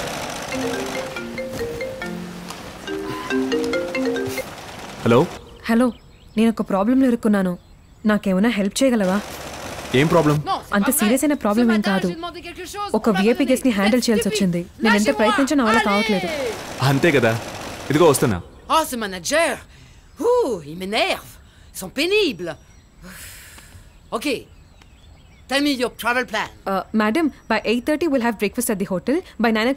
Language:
Telugu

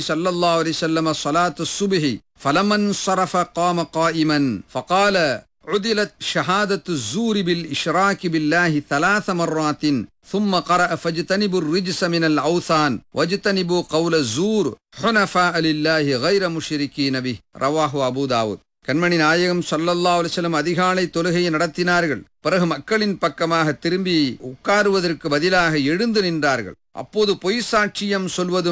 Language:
Tamil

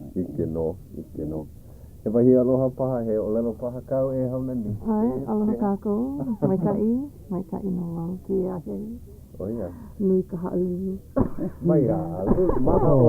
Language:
Hawaiian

